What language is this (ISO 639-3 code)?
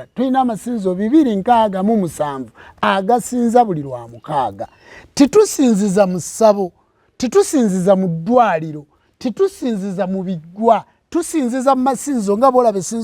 lug